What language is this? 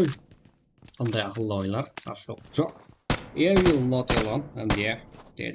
Kara-Kalpak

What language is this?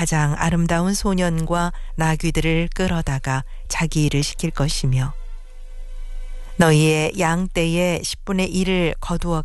Korean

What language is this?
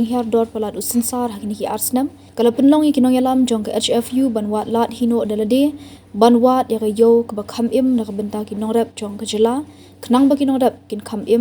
Khasi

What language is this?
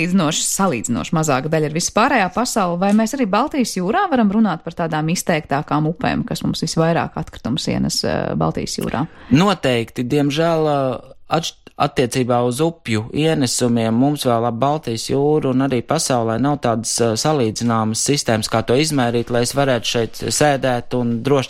Latvian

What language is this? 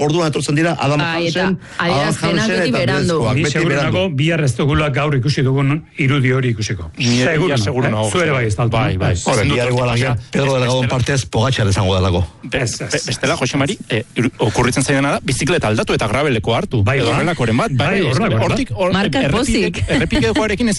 Basque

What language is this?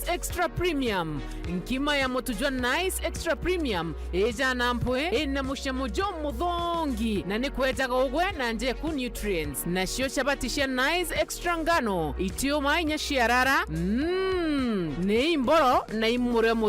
Meru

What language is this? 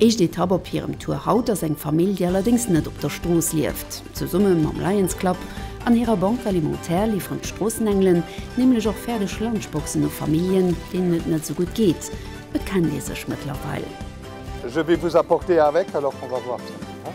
Luxembourgish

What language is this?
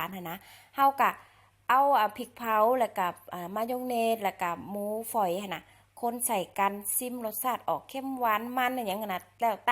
Lao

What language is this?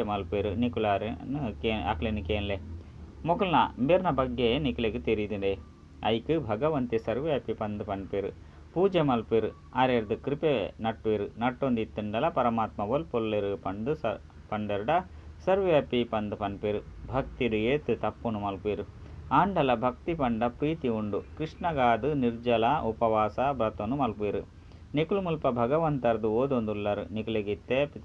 Tulu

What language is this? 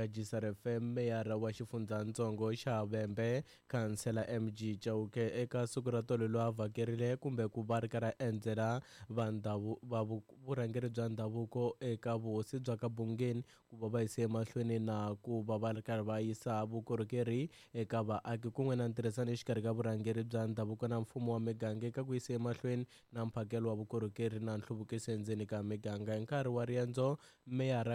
Tsonga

